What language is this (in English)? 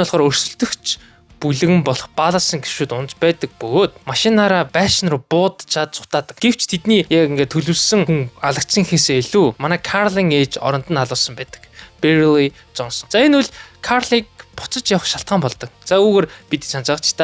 Mongolian